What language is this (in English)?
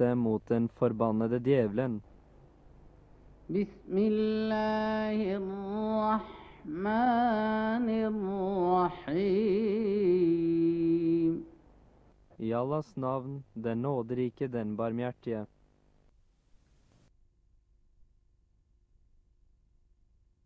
Norwegian